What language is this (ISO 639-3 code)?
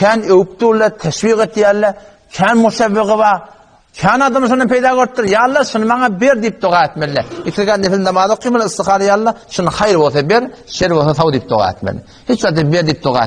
tuk